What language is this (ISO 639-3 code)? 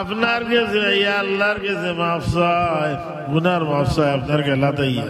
syl